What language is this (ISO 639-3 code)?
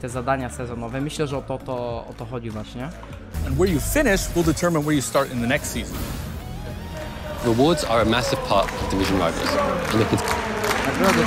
pol